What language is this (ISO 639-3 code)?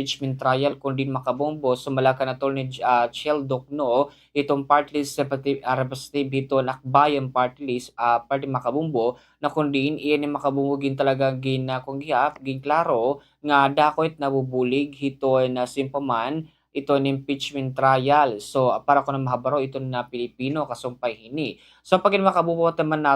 war